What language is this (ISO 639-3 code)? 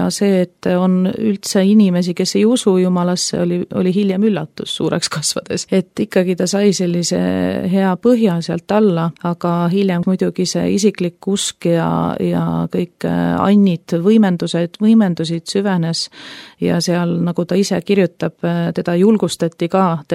est